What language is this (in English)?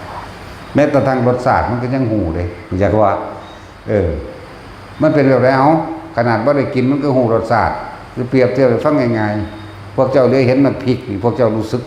Northeastern Thai